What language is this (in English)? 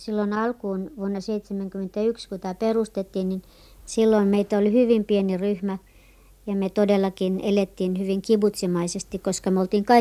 Finnish